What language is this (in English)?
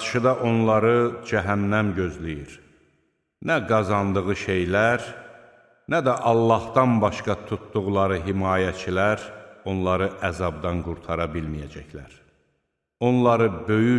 Azerbaijani